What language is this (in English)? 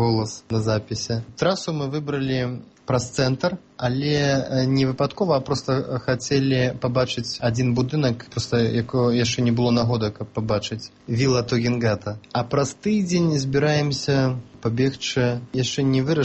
Belarusian